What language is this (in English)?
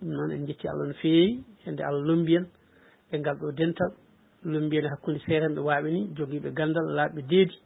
Fula